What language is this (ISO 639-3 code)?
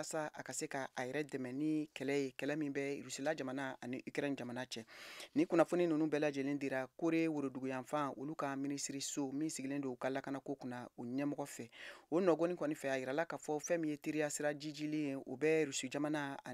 bam